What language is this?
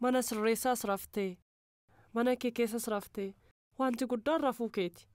Oromo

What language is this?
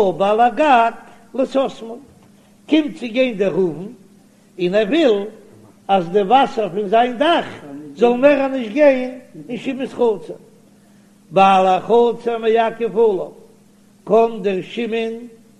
Yiddish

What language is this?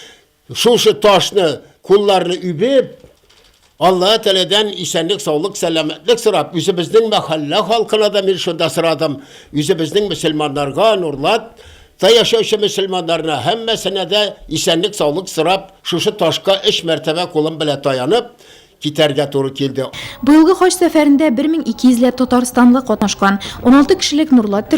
Tatar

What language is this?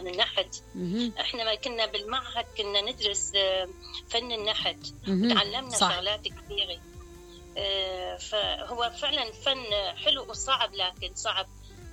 Mesopotamian Arabic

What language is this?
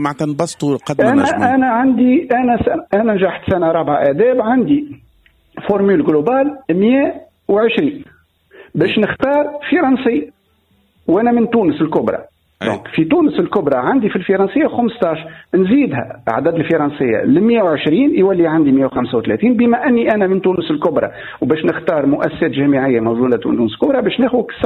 Tunisian Arabic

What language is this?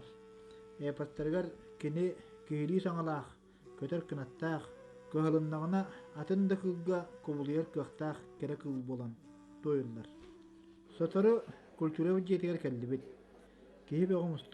Yakut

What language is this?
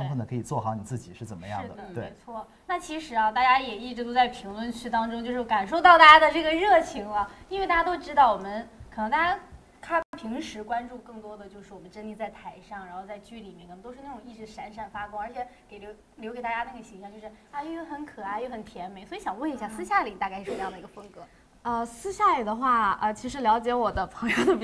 Chinese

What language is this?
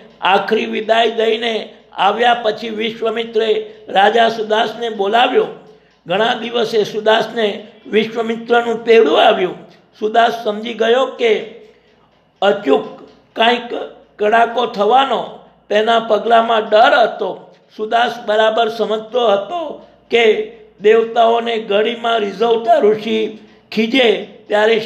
Gujarati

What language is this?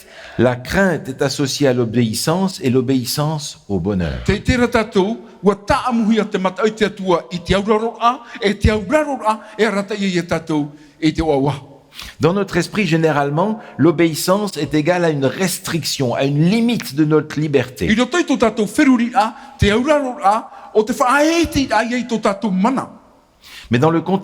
Tahitian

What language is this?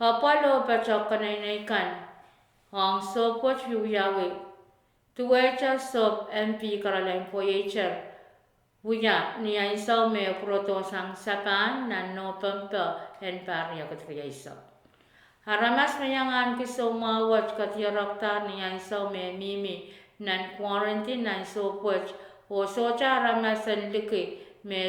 Pohnpeian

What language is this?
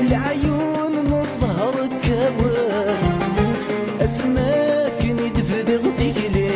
Kabyle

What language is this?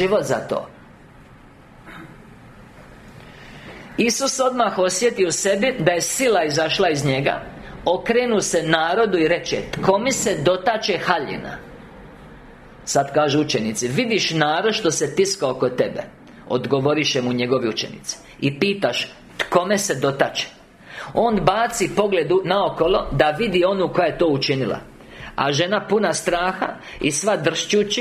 Croatian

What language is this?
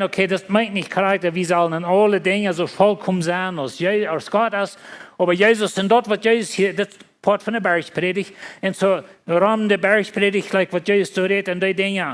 Plautdietsch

